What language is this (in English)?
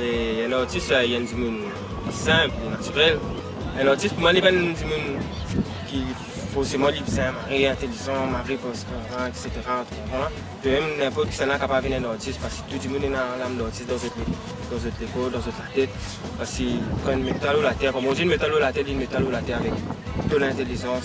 Morisyen